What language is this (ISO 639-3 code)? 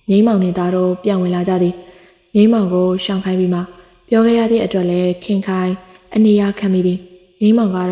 mya